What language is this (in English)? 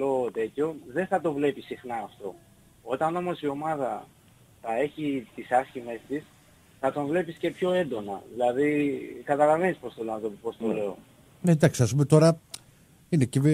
Greek